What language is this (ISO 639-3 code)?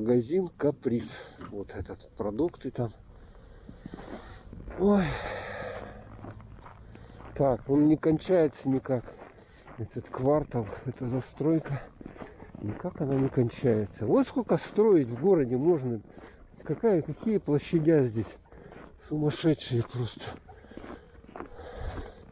rus